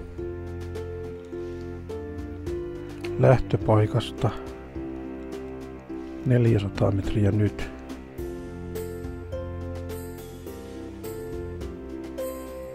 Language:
Finnish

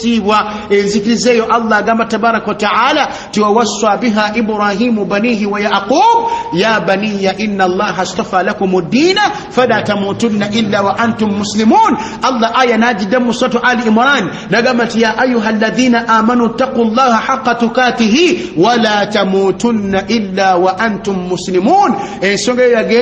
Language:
Ganda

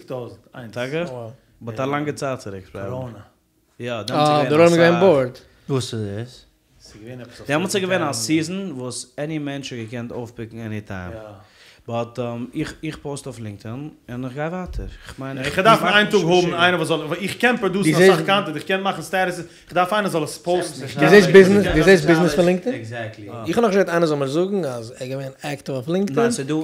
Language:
Yiddish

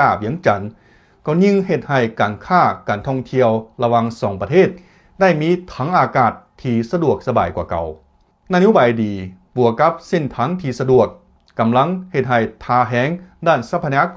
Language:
Lao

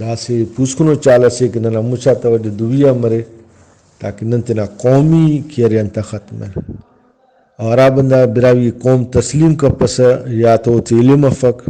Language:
Brahui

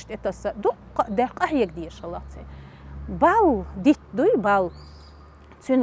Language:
Chechen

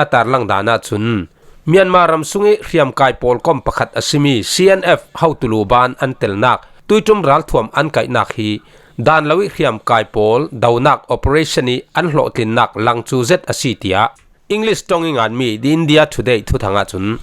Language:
Falam Chin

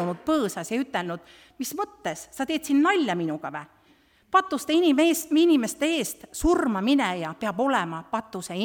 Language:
Estonian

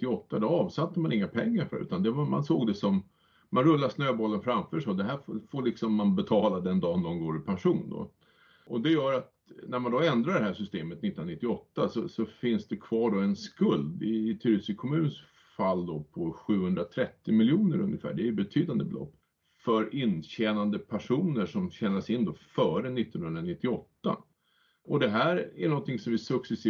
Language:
Swedish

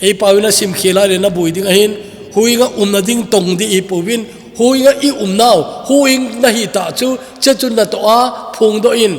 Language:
Thado Chin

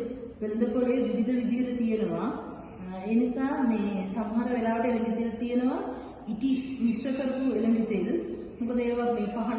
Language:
Sinhala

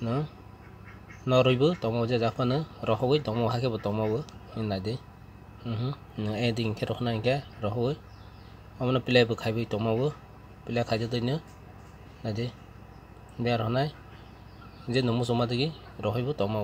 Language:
Kok Borok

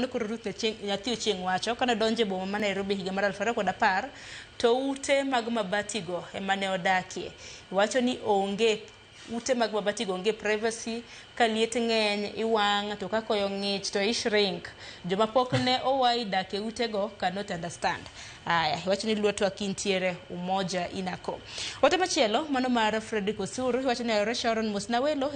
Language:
Luo (Kenya and Tanzania)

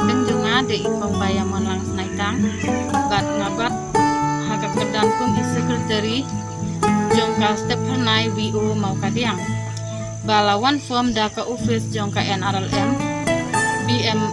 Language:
Khasi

